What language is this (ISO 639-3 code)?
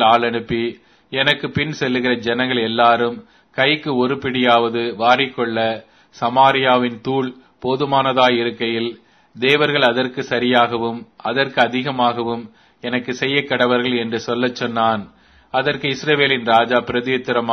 tam